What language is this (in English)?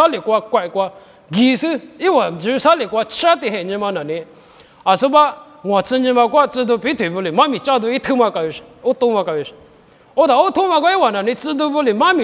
Lisu